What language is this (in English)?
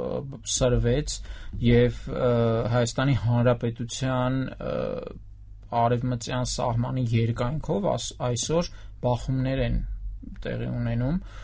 Armenian